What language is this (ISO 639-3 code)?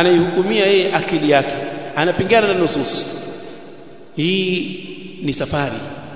swa